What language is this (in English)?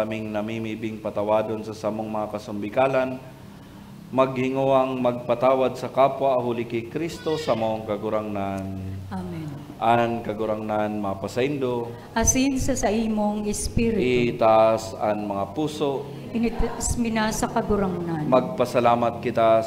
Bikol